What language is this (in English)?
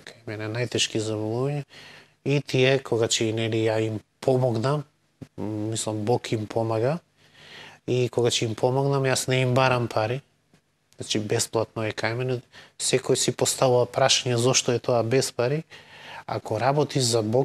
Macedonian